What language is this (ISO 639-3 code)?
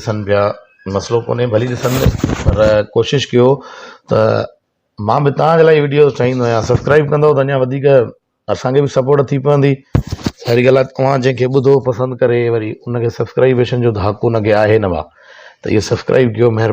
snd